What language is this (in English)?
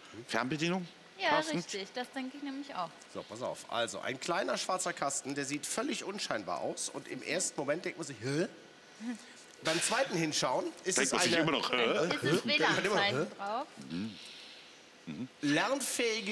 German